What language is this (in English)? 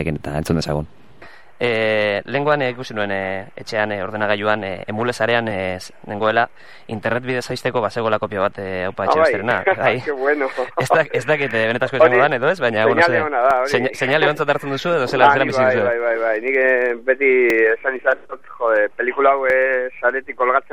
Basque